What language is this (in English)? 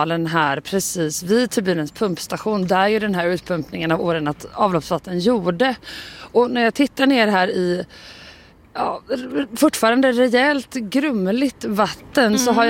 Swedish